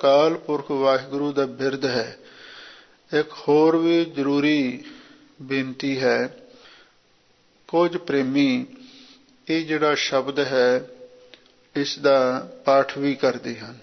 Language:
Punjabi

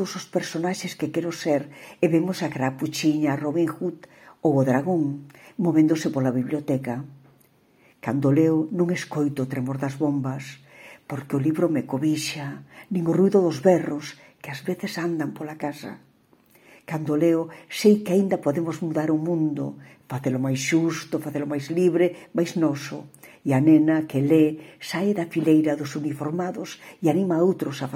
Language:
Galician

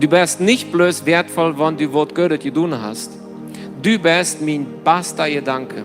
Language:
Plautdietsch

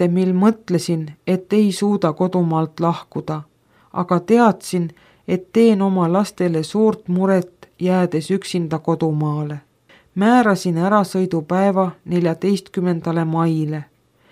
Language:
Estonian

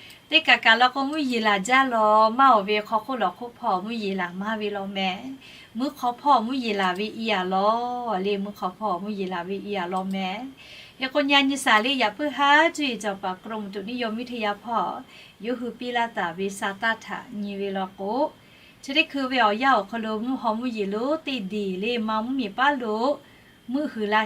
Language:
Lahu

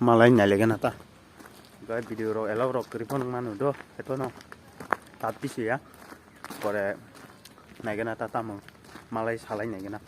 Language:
Kok Borok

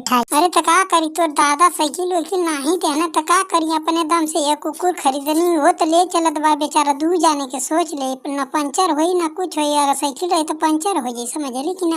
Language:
Bhojpuri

